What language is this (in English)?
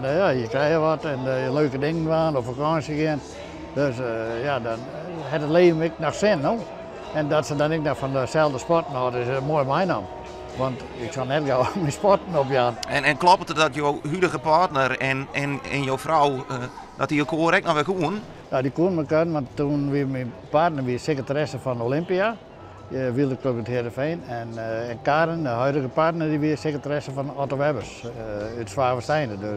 Western Frisian